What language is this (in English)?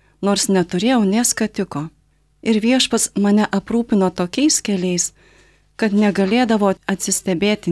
Lithuanian